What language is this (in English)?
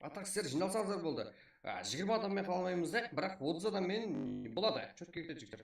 Kara-Kalpak